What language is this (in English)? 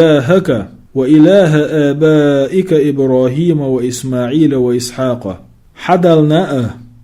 Chechen